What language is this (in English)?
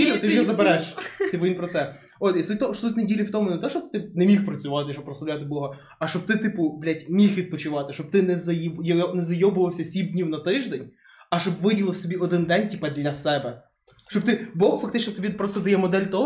Ukrainian